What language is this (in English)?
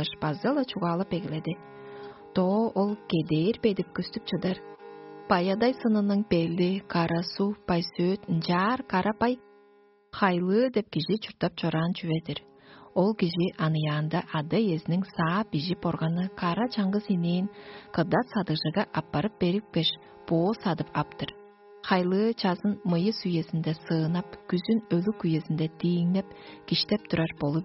Tuvinian